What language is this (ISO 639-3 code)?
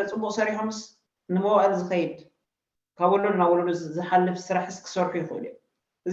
tir